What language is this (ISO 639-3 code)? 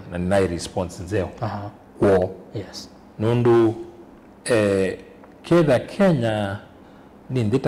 kam